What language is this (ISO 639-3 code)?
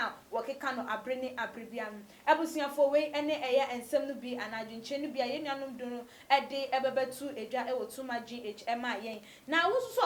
aka